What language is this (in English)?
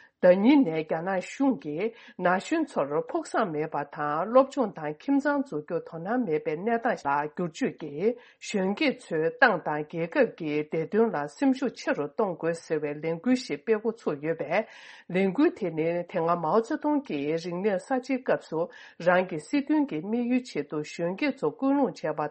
Tibetan